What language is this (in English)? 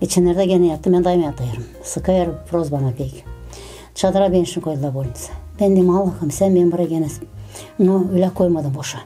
Gagauz